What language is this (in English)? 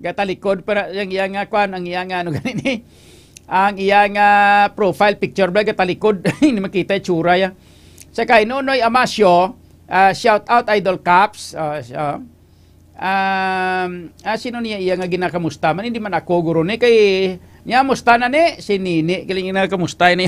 Hiligaynon